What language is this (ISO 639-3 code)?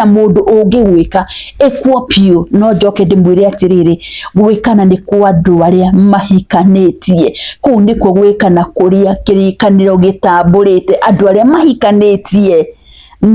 kik